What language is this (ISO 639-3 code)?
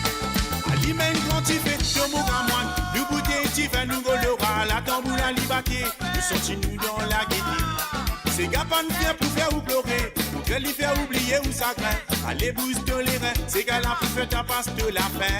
mfe